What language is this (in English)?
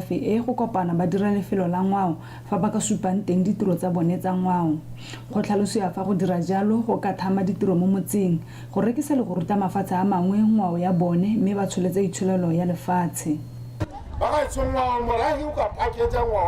Tswana